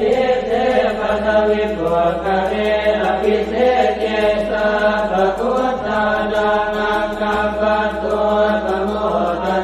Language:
Pali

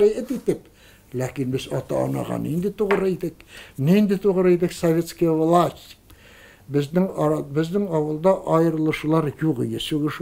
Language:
Tatar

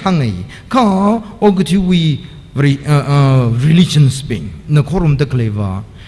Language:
Tangkhul Naga (India)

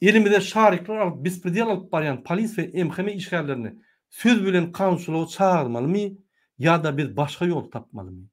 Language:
Turkmen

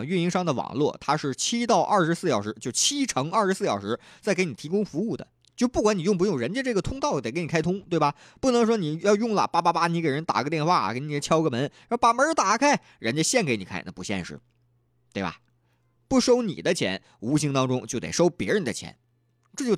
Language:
Chinese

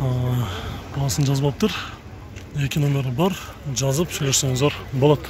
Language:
Kyrgyz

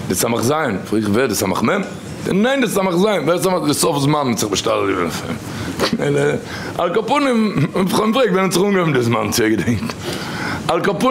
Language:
Yiddish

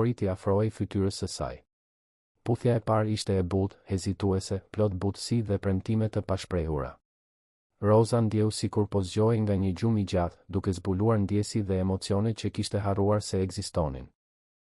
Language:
Albanian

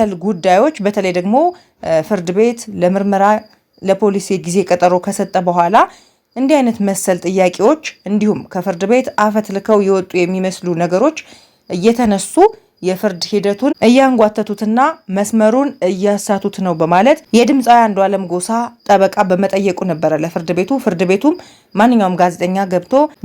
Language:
Amharic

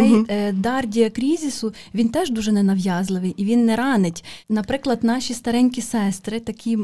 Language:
Ukrainian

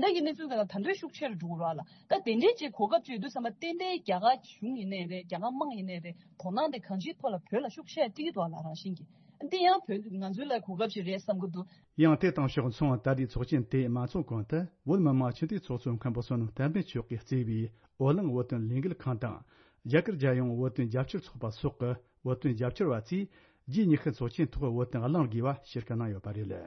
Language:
Tibetan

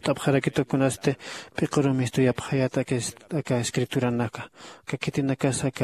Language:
Aymara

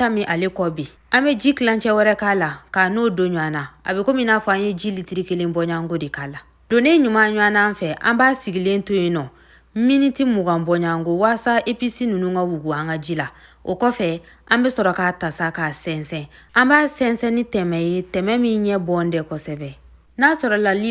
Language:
Bambara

